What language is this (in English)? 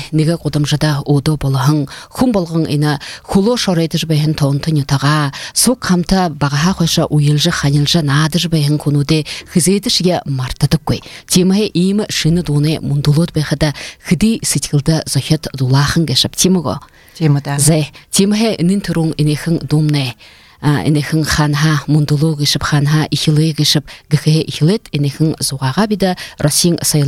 Buriat